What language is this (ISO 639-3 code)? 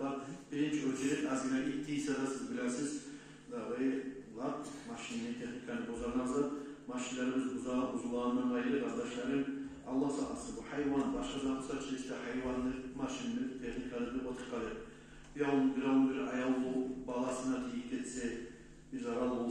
kum